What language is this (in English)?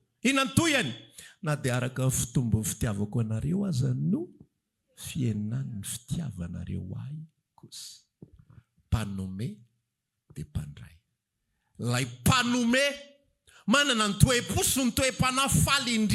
Malagasy